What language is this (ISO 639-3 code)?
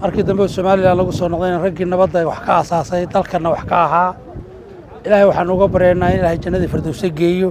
som